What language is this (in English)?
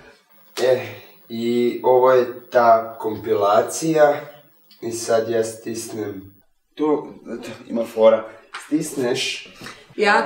Croatian